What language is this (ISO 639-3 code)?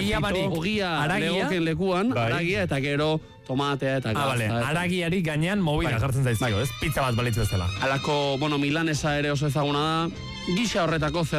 eus